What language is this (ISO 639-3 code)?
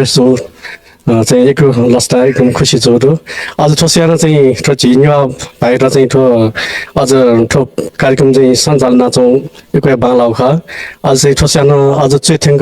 new